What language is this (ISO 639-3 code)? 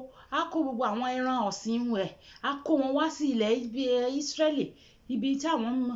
yor